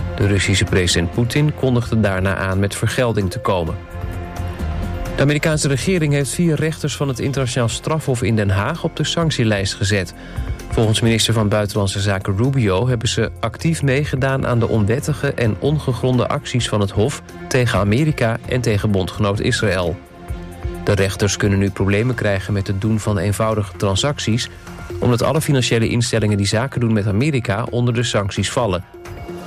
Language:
Dutch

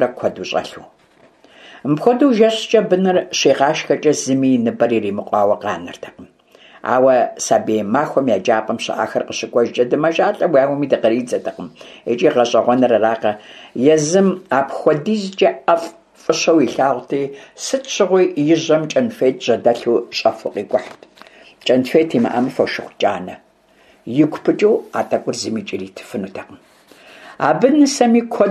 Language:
Kabardian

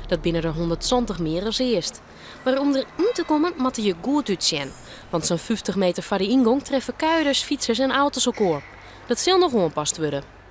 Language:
Western Frisian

